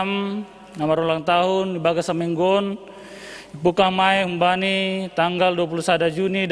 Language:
Batak Simalungun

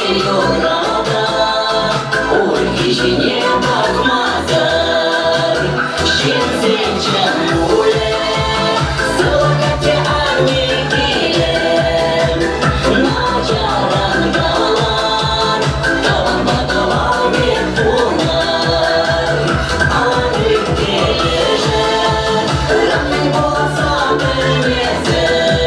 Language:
Chuvash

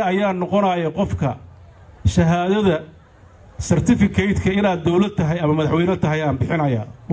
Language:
Somali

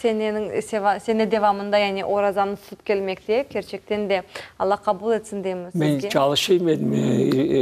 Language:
Crimean Tatar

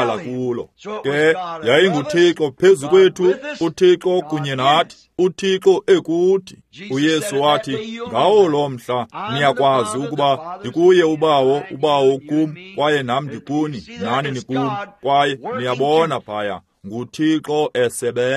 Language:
Xhosa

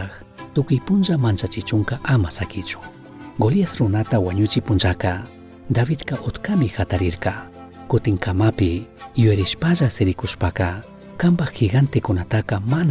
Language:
Chimborazo Highland Quichua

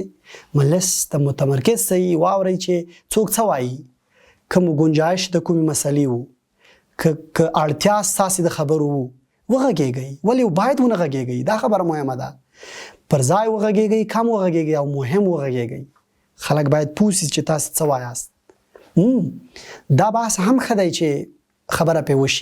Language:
Pashto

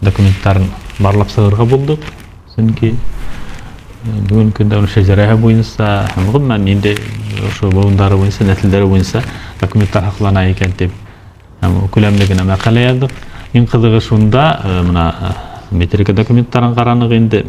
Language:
Bashkir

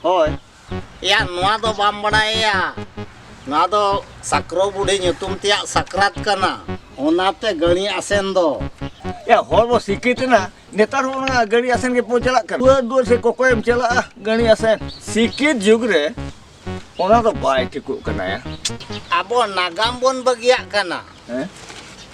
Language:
Santali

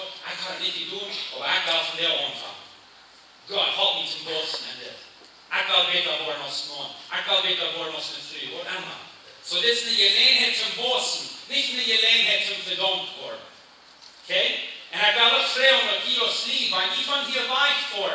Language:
Plautdietsch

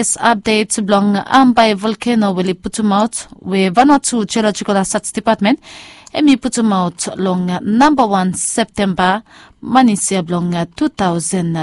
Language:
Bislama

